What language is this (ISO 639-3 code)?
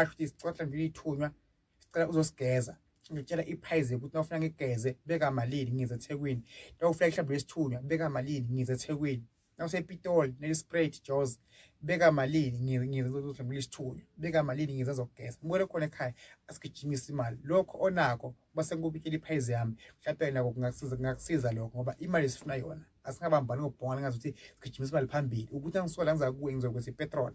zul